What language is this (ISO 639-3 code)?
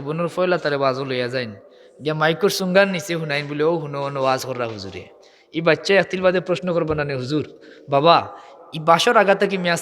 syl